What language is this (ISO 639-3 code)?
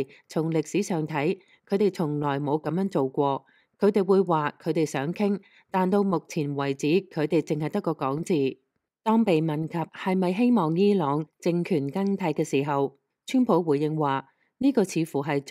yue